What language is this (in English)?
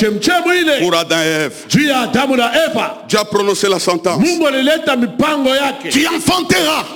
Swahili